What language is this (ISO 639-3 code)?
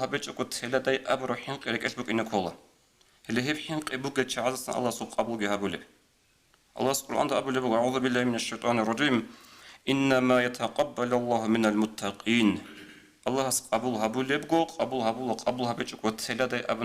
ava